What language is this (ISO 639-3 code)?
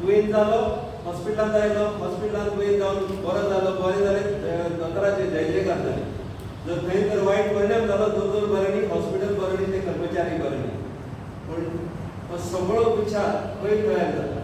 kok